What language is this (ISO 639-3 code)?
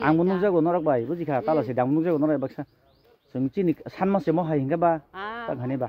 trp